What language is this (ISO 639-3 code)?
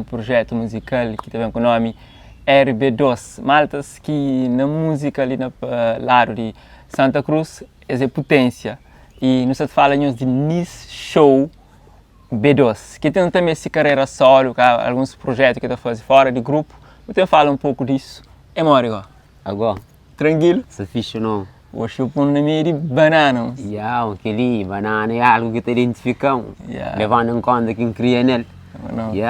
kea